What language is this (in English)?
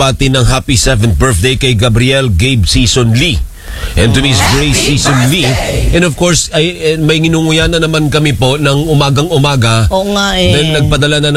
Filipino